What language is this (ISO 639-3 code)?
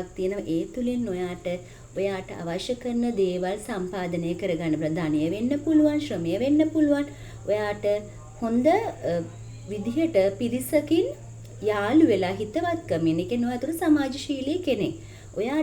sin